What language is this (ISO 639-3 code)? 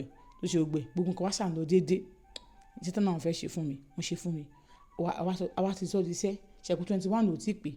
yor